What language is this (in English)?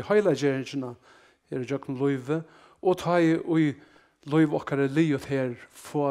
Faroese